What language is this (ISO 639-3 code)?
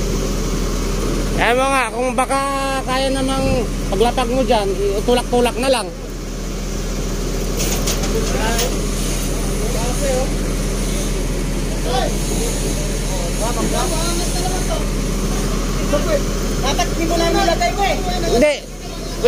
fil